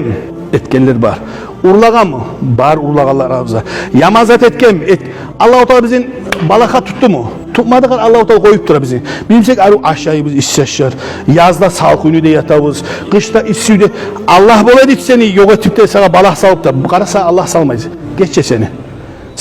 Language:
Kumyk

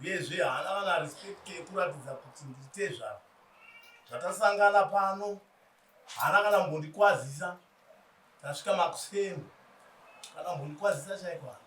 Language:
Shona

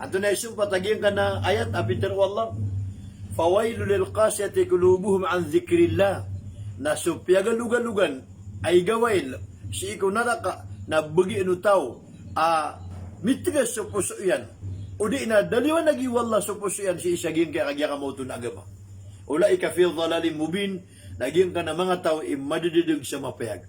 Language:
Maranao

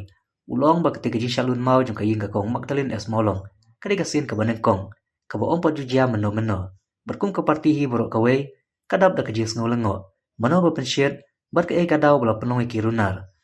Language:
Khasi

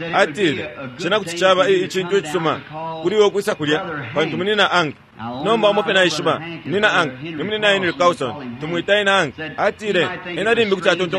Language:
Bemba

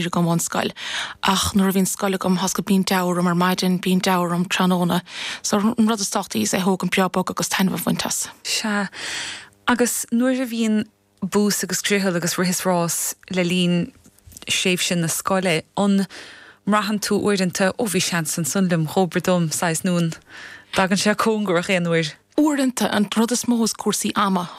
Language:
Irish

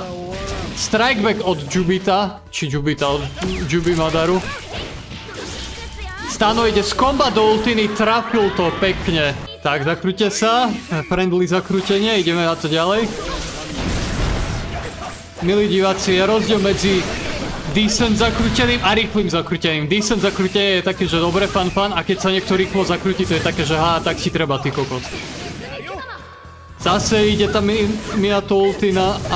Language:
Slovak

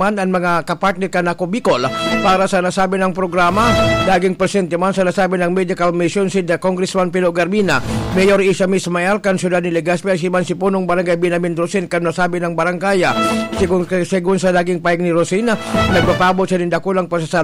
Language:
Bikol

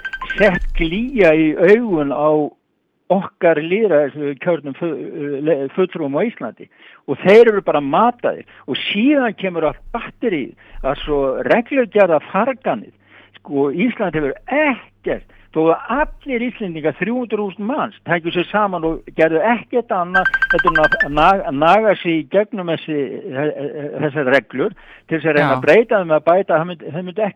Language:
Icelandic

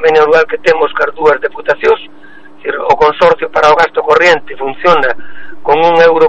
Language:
Galician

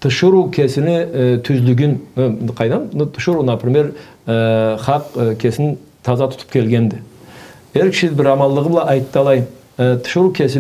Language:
Karachay-Balkar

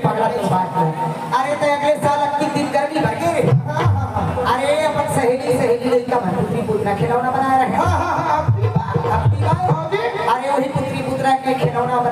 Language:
Chhattisgarhi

